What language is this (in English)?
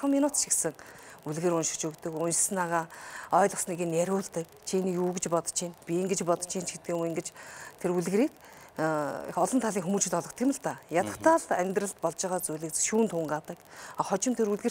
Mongolian